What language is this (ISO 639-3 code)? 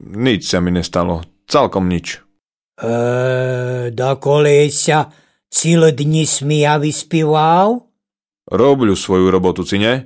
rue